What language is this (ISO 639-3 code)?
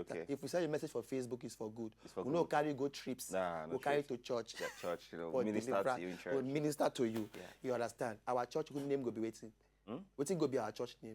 pcm